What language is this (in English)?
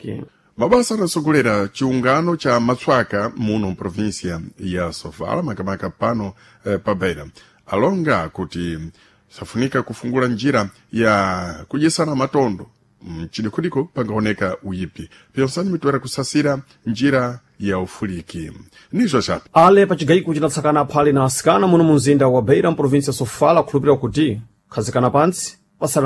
Sena